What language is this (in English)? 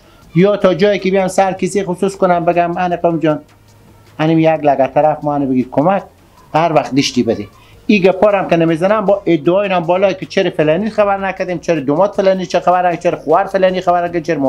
Persian